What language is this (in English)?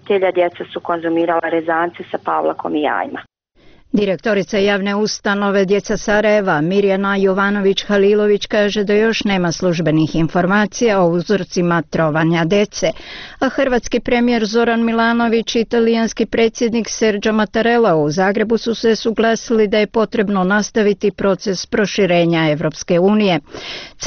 Bosnian